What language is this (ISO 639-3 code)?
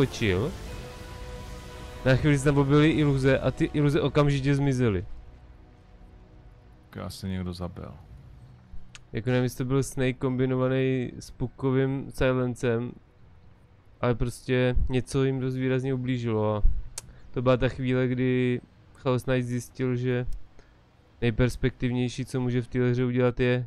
ces